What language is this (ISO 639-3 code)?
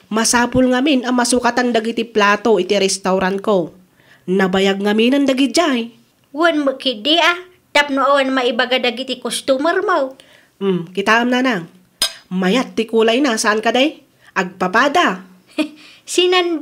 ilo